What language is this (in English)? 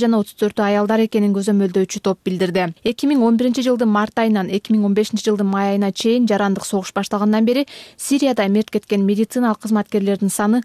Kyrgyz